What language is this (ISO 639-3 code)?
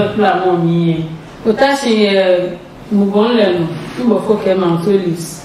ada